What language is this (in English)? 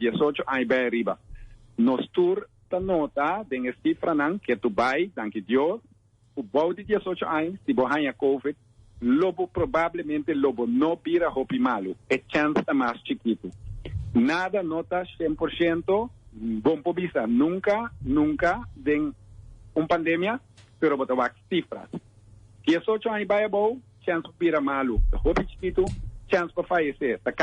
Papiamento